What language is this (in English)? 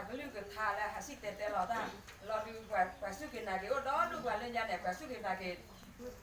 S'gaw Karen